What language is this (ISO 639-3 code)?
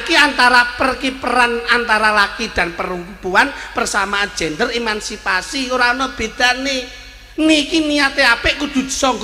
jav